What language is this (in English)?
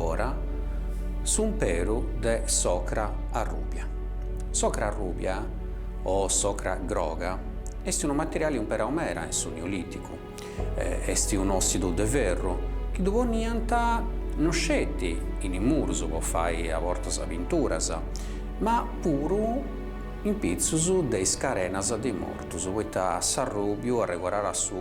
Sardinian